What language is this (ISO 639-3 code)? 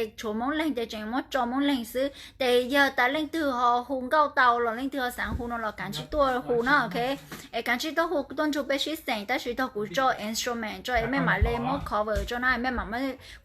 hmn